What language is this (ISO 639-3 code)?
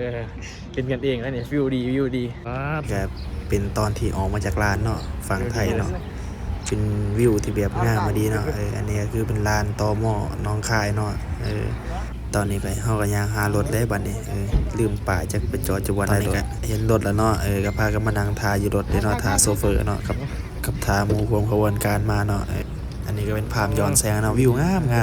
lao